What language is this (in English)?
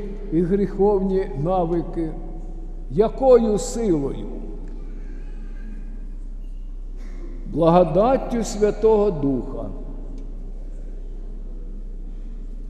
Ukrainian